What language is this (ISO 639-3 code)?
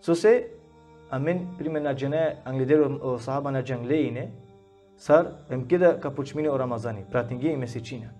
rmn